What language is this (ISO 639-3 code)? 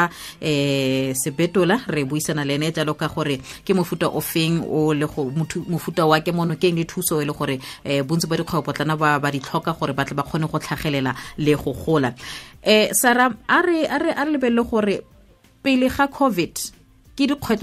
tsn